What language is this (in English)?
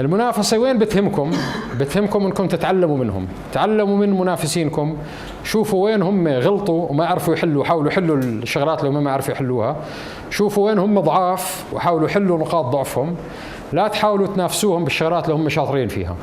North Levantine Arabic